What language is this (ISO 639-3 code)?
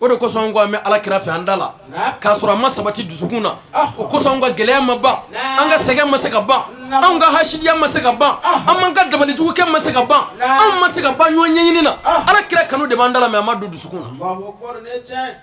bam